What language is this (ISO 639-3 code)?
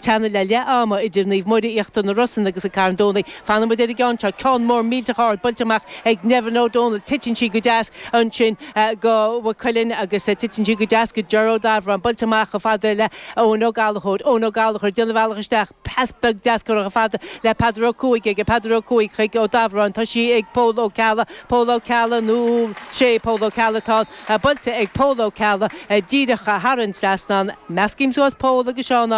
gle